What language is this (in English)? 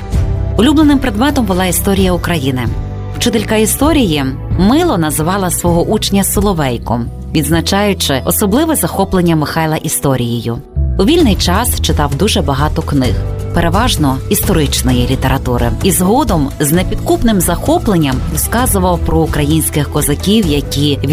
Ukrainian